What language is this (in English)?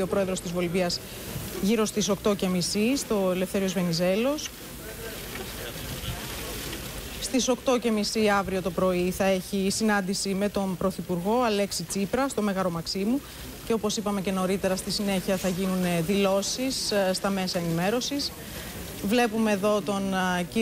Greek